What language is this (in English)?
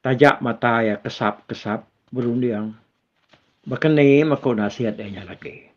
Iban